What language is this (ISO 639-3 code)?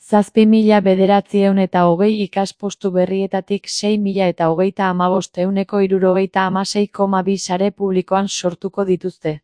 eus